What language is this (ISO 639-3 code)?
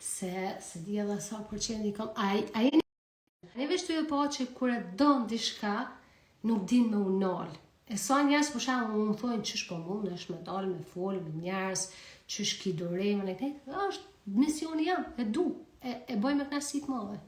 sqi